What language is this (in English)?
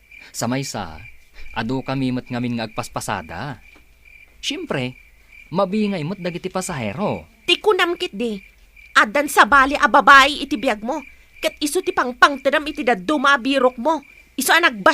Iloko